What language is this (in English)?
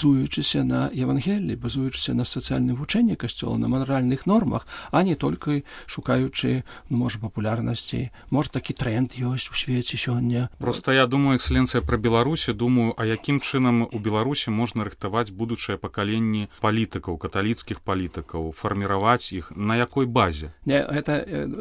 Belarusian